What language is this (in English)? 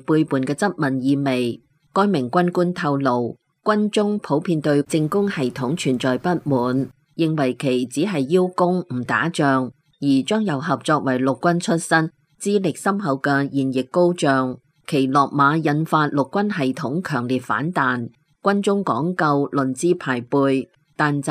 Cantonese